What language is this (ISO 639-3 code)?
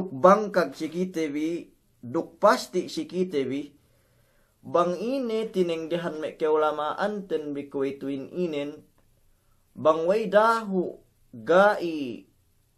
yka